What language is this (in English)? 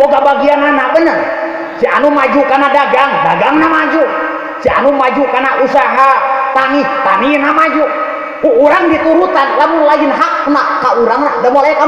Sundanese